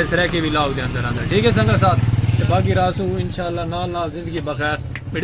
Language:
Saraiki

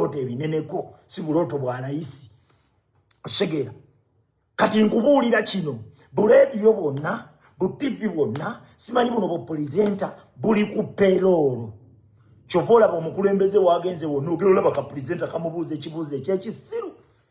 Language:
Ganda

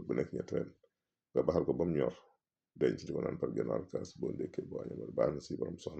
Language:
Wolof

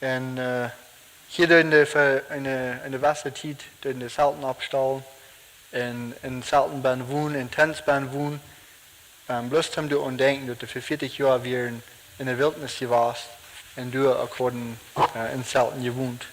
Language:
Plautdietsch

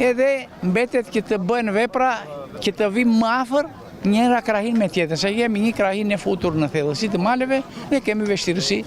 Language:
Albanian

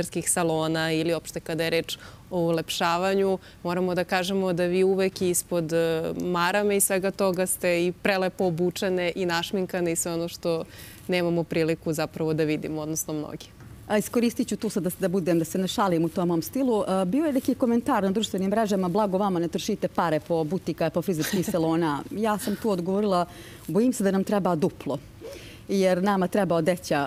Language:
Serbian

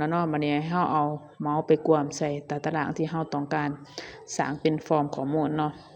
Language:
Lao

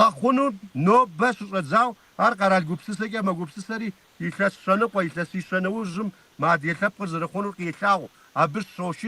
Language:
Kabardian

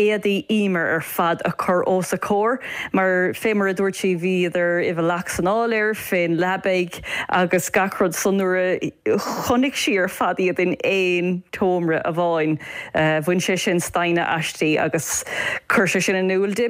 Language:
Irish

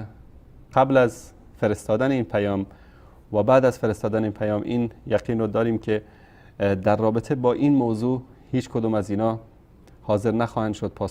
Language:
Persian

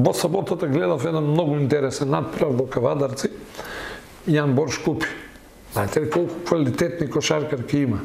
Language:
Macedonian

